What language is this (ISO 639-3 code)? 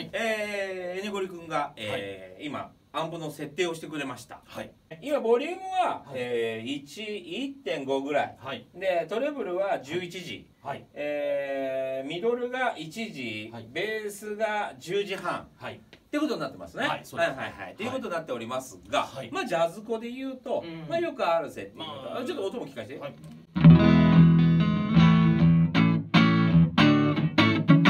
jpn